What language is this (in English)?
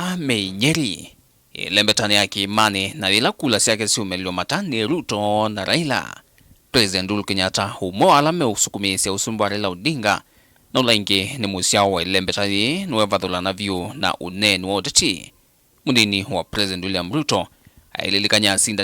Kamba